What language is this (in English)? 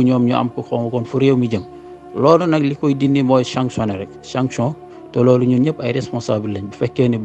Wolof